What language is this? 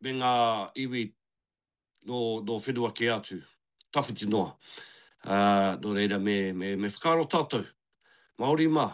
Māori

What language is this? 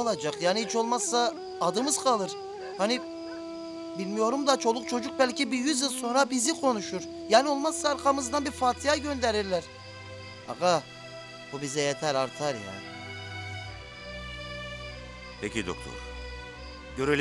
Turkish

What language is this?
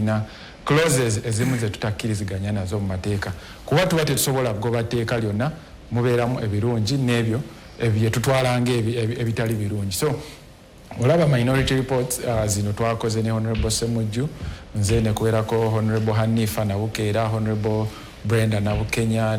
Ganda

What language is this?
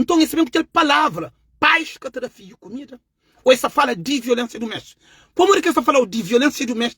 Kabuverdianu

